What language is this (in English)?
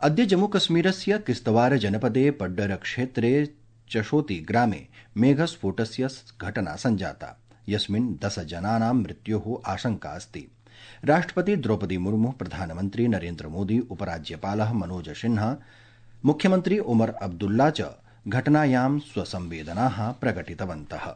Sanskrit